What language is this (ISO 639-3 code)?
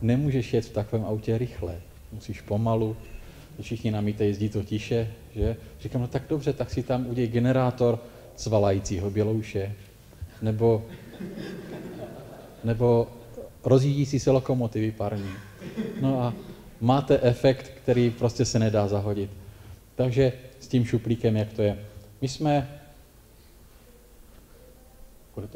ces